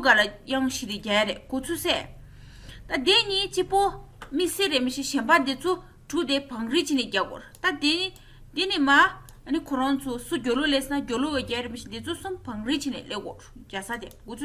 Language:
Tibetan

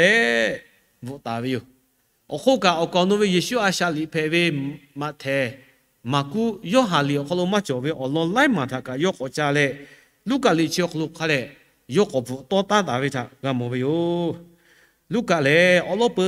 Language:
Lahu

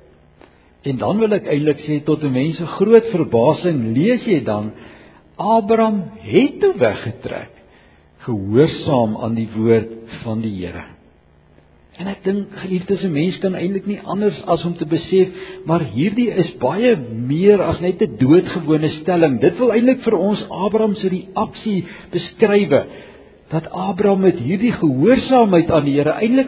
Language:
Afrikaans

